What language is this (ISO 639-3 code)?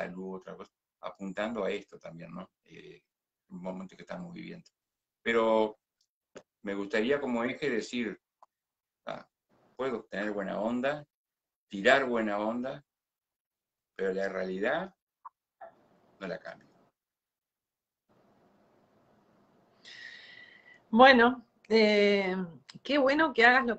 spa